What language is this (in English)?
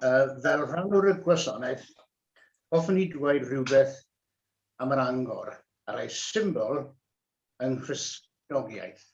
Welsh